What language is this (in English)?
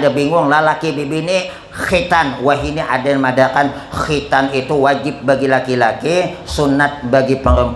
Banjar